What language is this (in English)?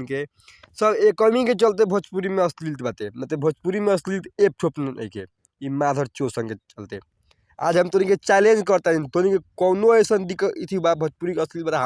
Bhojpuri